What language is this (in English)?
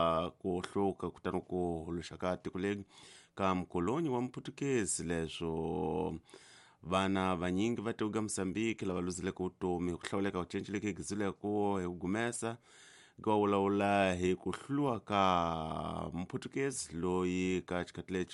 Tsonga